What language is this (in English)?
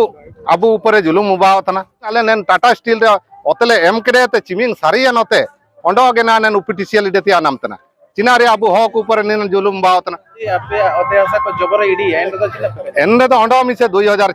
Santali